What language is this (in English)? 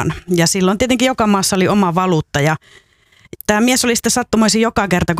Finnish